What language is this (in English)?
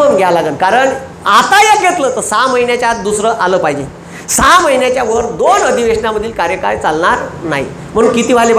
Marathi